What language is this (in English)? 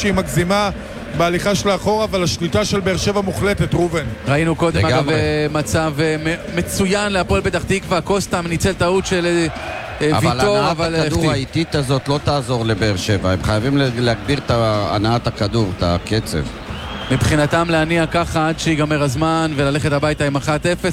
Hebrew